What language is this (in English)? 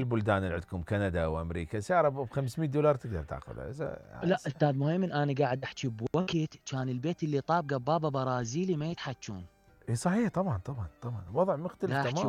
Mesopotamian Arabic